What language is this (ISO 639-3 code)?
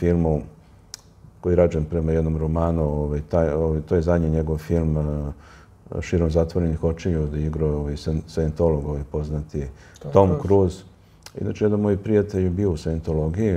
srp